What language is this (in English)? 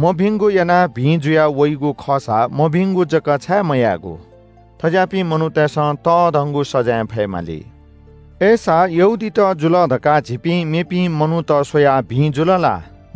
Newari